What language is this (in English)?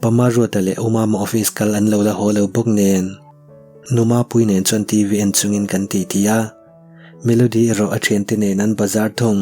Mizo